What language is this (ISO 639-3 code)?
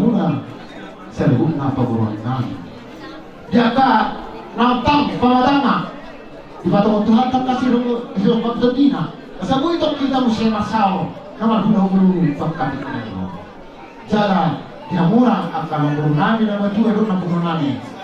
bbc